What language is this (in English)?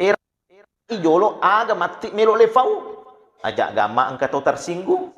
Buginese